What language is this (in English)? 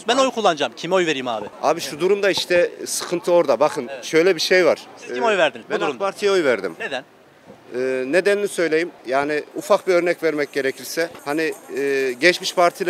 Turkish